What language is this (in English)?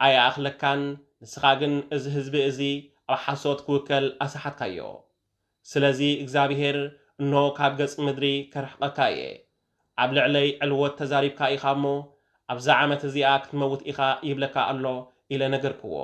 Tigrinya